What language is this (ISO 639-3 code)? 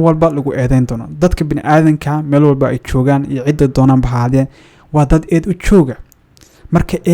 som